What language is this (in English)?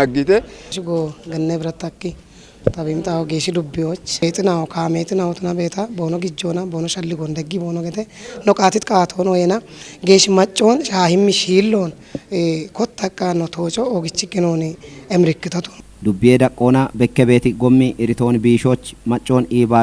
Kafa